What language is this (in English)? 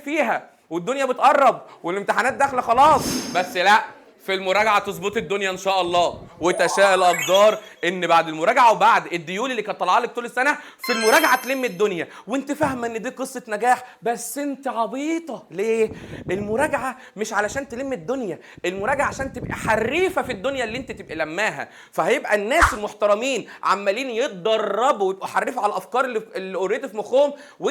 Egyptian Arabic